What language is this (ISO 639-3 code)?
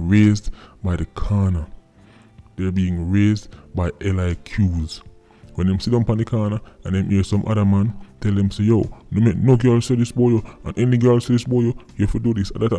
jam